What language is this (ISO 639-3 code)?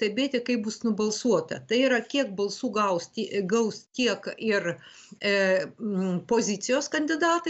lit